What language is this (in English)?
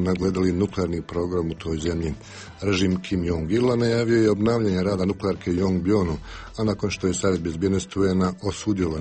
Bosnian